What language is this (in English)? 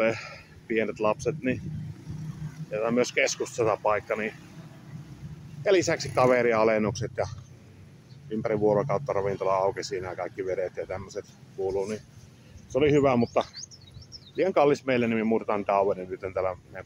Finnish